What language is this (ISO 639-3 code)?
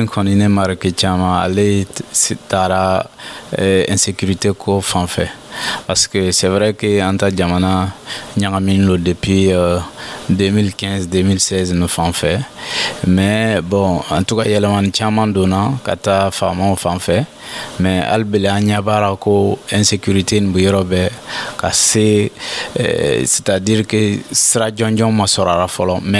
dyu